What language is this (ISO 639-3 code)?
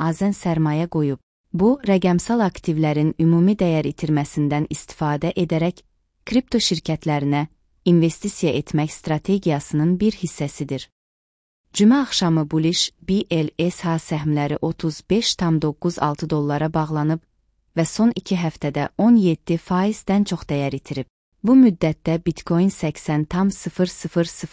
aze